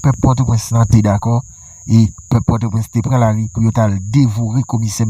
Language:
Haitian Creole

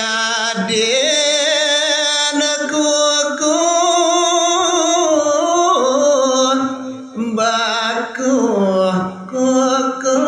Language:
Balinese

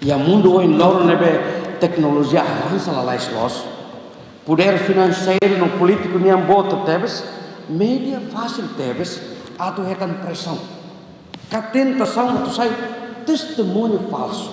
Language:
Tetum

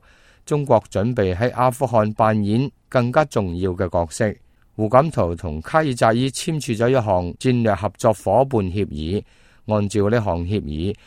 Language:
Cantonese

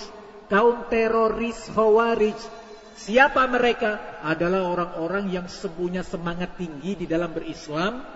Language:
Indonesian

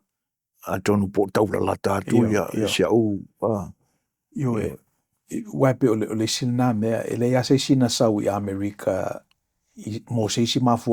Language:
Samoan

